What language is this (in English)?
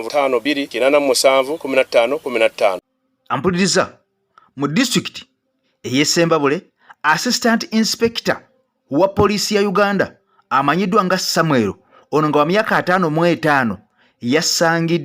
Ganda